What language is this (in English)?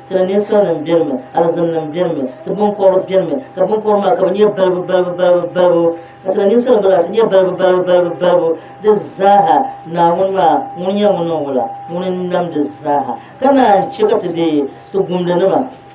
Dagbani